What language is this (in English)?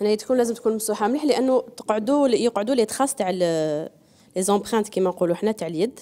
Algerian Arabic